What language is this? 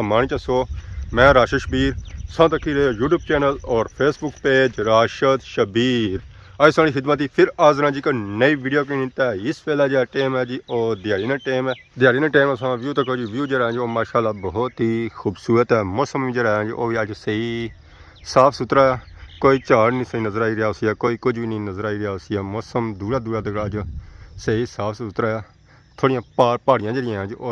Pahari-Potwari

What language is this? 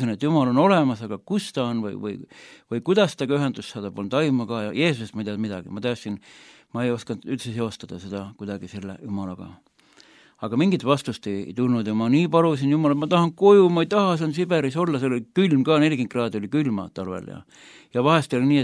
Estonian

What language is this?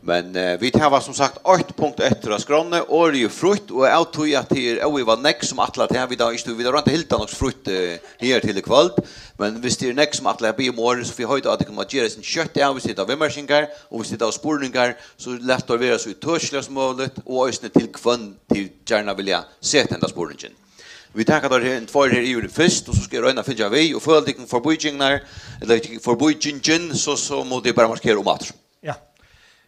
Faroese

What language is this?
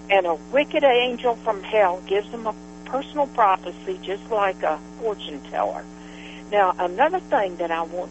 English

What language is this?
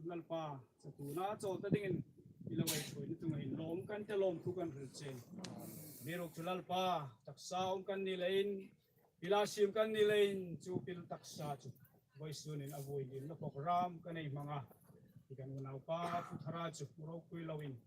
Hmar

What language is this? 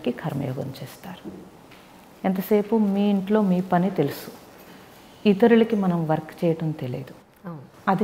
Telugu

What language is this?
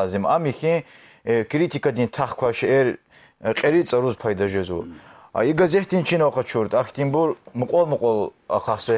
Lezghian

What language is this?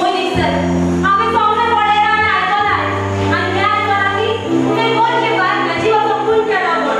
Konkani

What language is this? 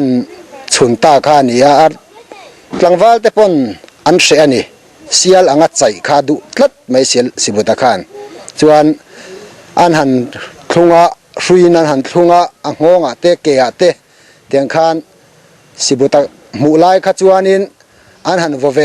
Mizo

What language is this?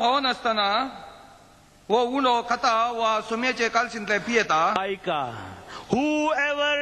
Konkani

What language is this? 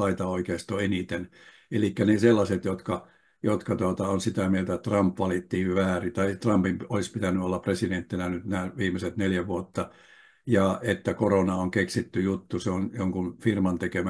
Finnish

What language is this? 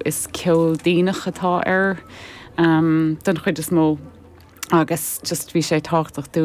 Irish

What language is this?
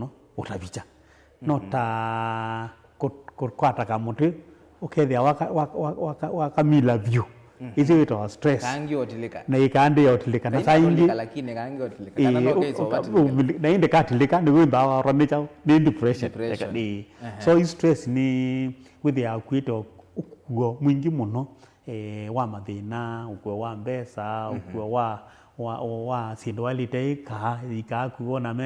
Kamba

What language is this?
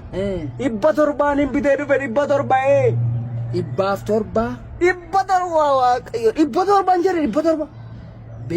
Oromo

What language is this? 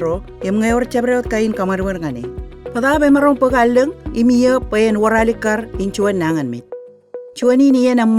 Marshallese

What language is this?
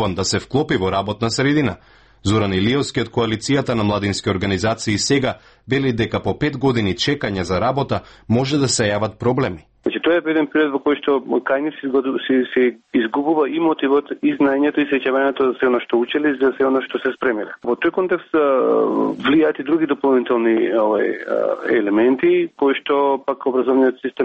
Macedonian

